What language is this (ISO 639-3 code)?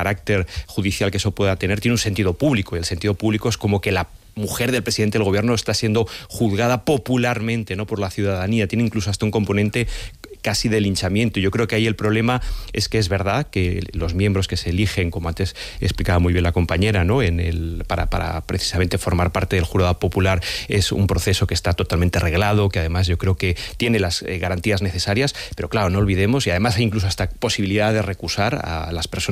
spa